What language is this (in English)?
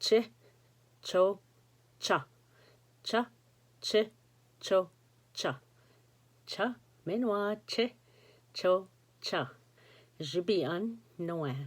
Ojibwa